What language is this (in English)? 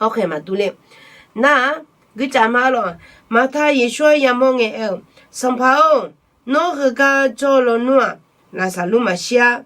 Akha